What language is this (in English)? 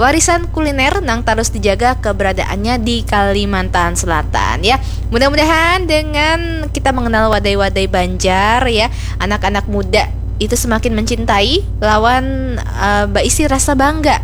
Banjar